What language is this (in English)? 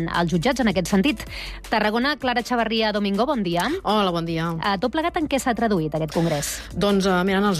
Catalan